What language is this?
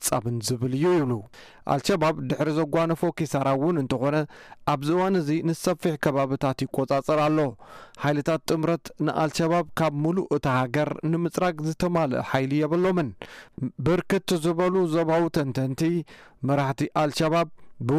Tigrinya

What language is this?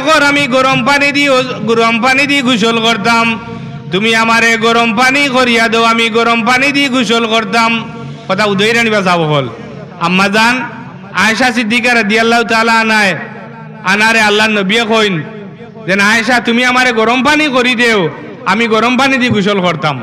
Sylheti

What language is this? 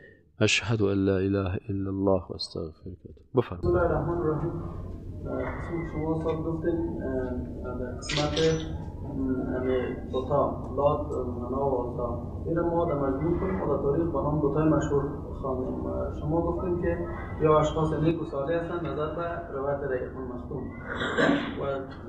Persian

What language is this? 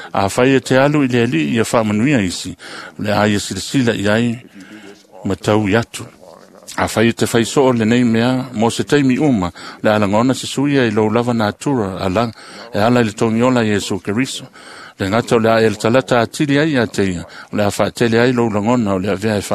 Samoan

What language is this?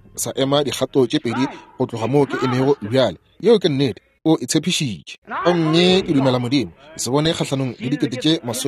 Northern Sotho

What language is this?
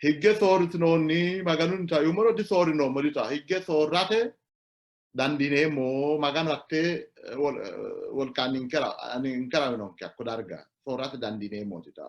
Sidamo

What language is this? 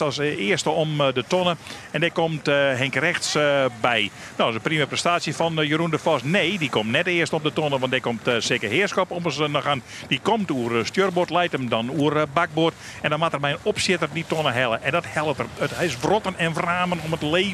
Western Frisian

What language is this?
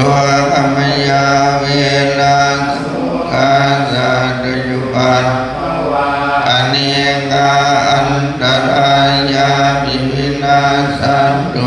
Pali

